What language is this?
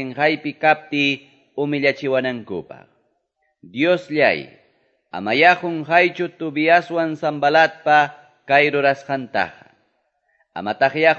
Quechua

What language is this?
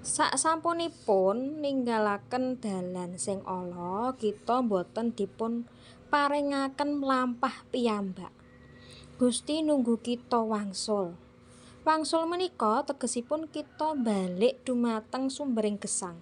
Javanese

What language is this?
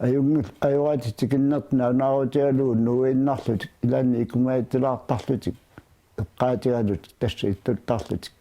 Kalaallisut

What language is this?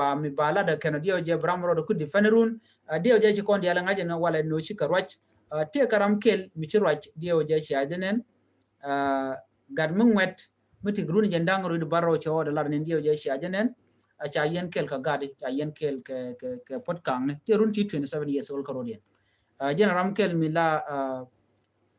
Nuer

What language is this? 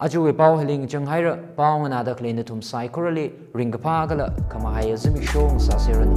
Tangkhul Naga (India)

